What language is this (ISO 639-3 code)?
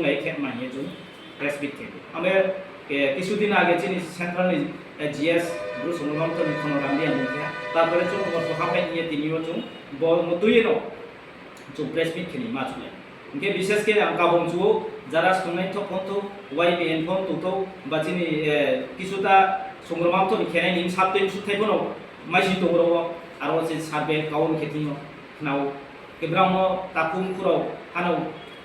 ria